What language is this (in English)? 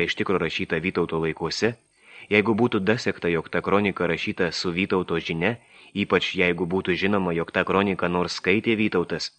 Lithuanian